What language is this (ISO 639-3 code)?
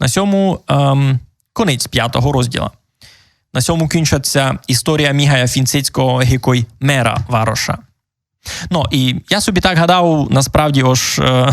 rue